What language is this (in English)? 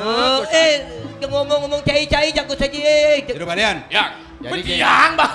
Balinese